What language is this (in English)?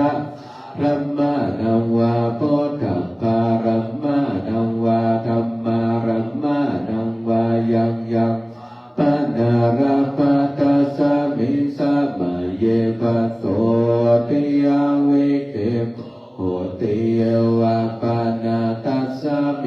Pali